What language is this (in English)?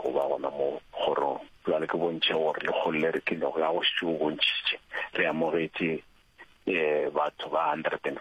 Northern Sotho